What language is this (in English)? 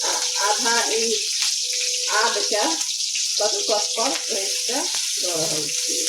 Maithili